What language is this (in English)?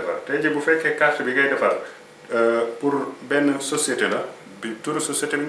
Wolof